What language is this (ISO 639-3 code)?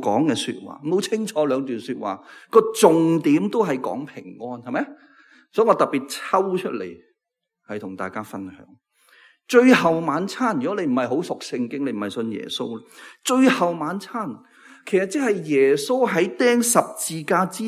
yue